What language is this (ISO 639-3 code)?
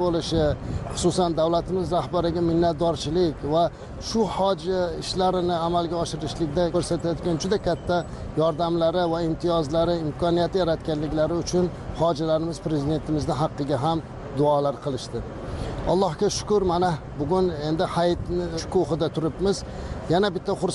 uzb